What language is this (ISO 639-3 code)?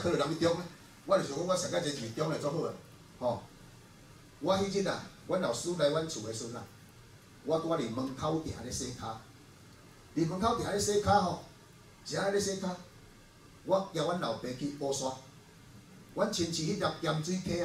nan